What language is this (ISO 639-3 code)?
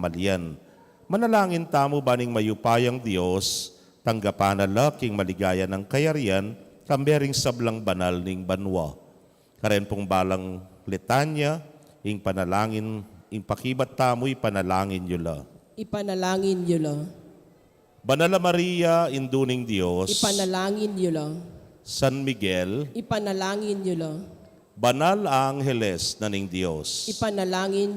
pam